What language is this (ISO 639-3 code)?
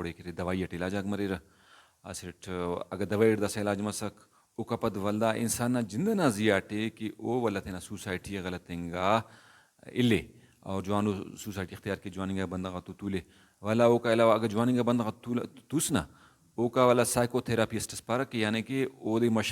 brh